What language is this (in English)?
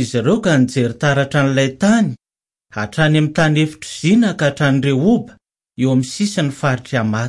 Malagasy